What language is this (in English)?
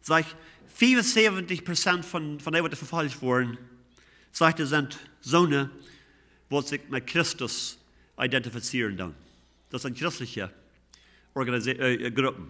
Plautdietsch